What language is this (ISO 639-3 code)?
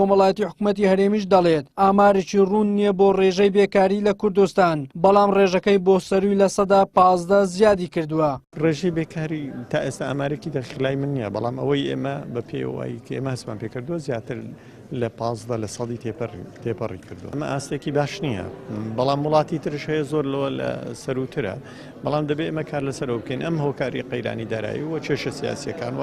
ckb